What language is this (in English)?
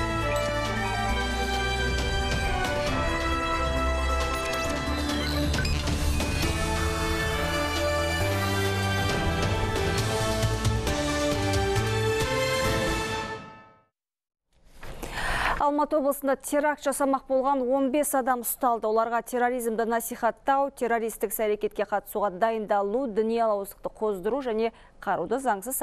Kazakh